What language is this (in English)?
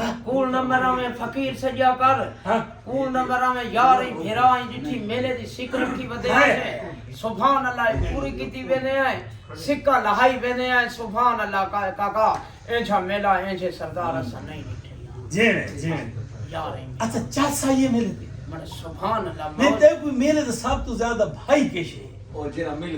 Saraiki